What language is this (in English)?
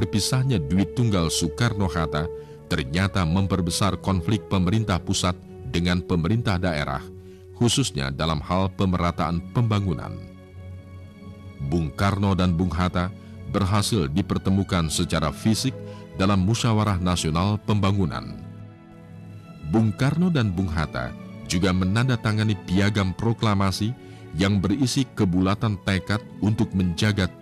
Indonesian